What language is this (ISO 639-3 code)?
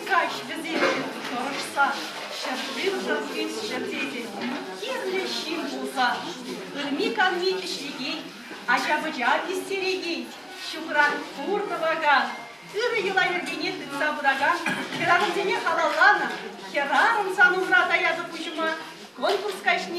chv